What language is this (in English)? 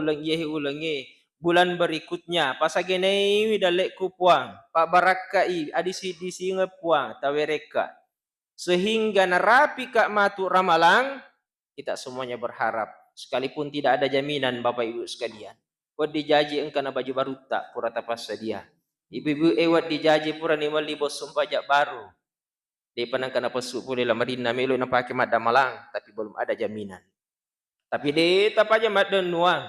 Buginese